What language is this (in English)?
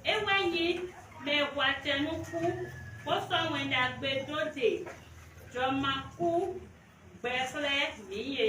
Fon